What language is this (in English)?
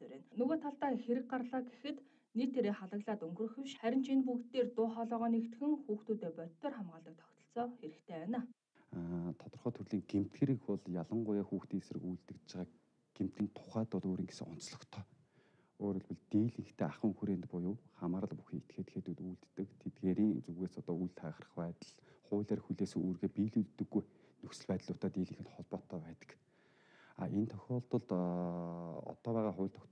Mongolian